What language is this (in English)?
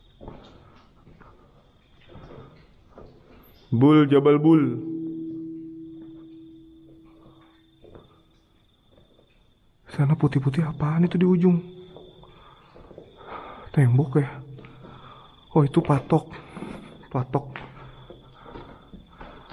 Indonesian